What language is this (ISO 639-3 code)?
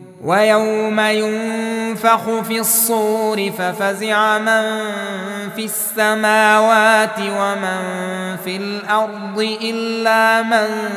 ara